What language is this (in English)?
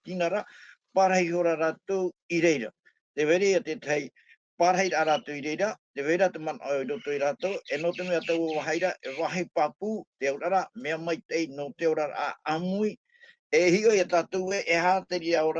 Tahitian